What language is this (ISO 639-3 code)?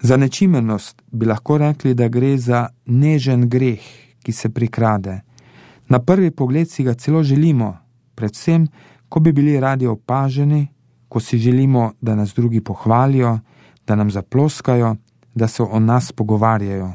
slv